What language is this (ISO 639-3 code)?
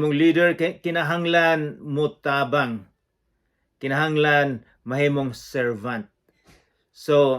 ceb